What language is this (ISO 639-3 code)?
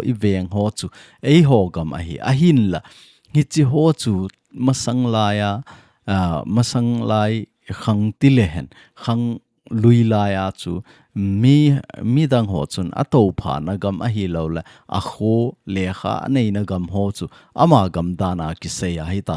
tcz